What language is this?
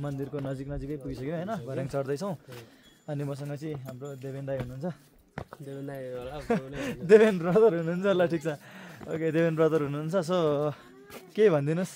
Nepali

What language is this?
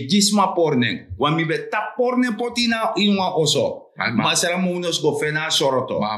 Sranan Tongo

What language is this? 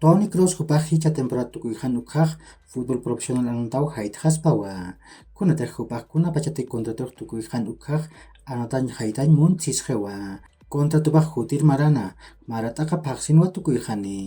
Aymara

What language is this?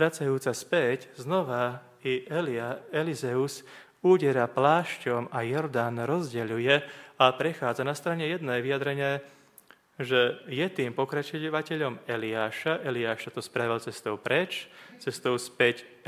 Slovak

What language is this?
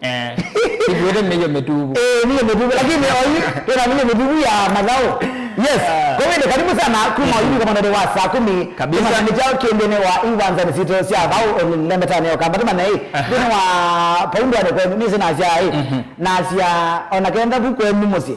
Kamba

